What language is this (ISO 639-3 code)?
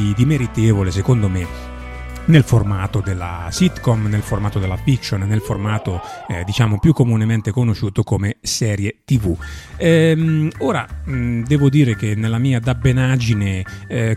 ita